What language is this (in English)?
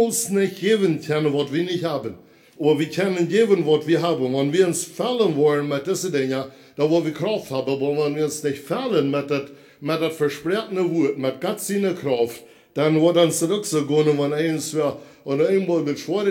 Plautdietsch